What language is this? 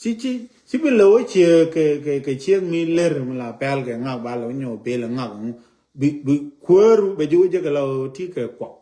Nuer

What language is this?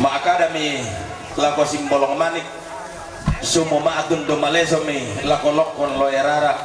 Toraja-Sa'dan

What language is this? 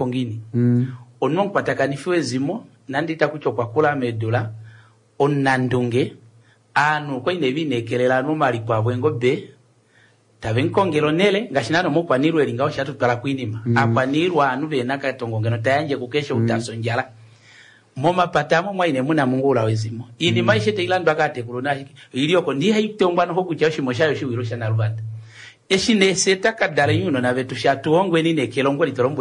Kuanyama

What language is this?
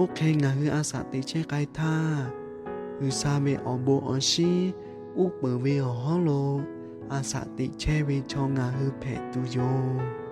Lahu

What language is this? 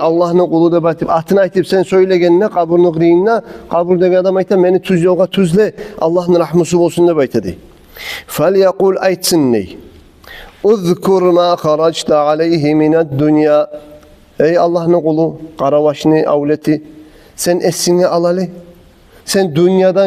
Kumyk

